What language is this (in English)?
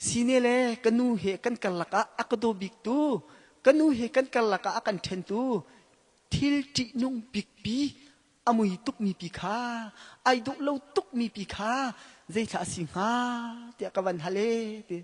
Hakha Chin